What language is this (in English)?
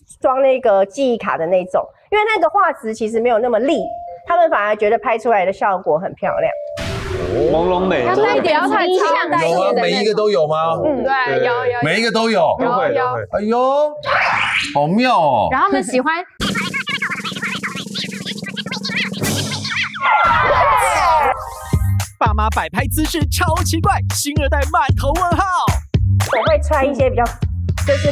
Chinese